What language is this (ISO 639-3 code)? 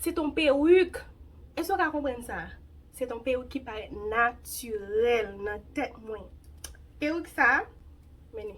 hat